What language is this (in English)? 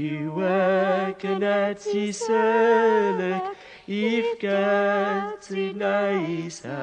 Kabyle